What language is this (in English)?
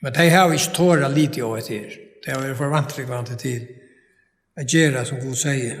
Faroese